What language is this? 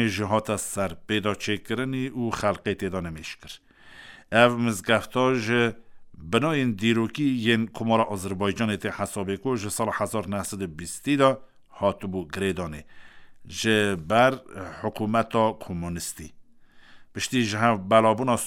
Kurdish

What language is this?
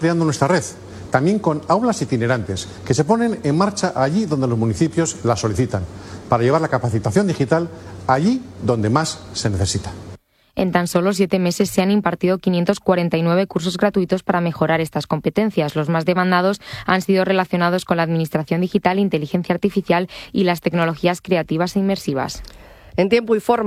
Spanish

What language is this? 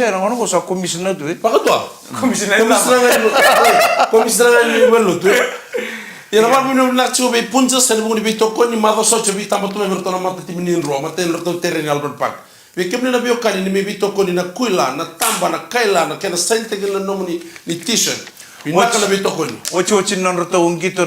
Fijian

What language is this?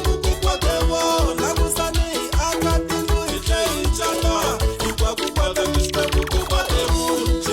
Tsonga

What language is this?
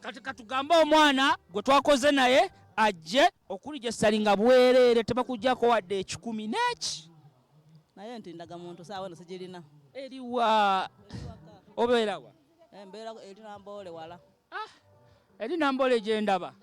Ganda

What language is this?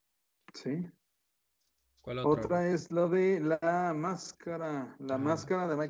Spanish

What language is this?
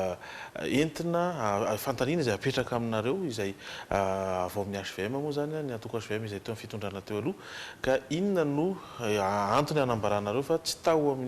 Malagasy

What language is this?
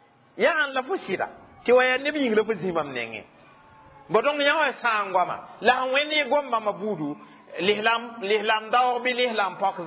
Mossi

